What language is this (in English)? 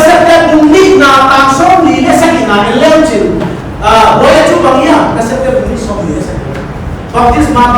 Paite Chin